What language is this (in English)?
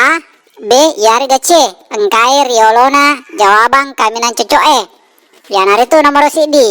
Buginese